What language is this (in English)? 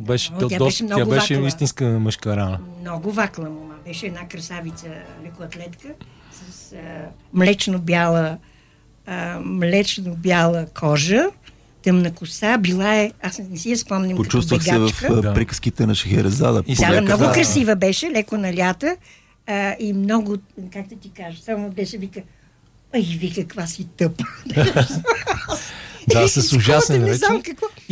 Bulgarian